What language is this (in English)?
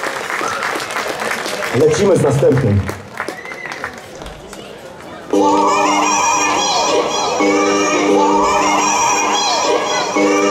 Polish